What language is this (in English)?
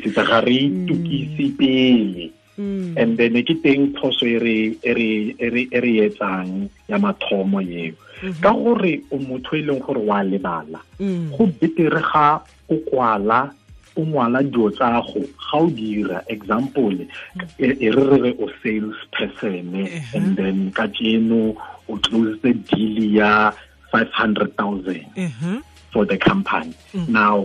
Tswana